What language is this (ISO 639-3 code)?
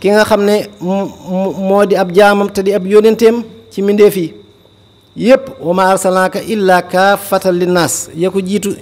wol